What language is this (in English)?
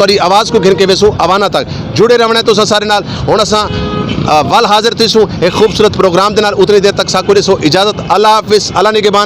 Saraiki